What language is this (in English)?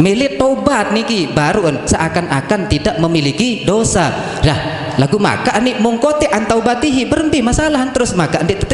Sasak